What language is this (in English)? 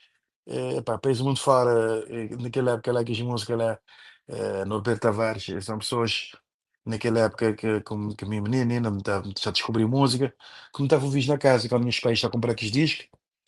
Kabuverdianu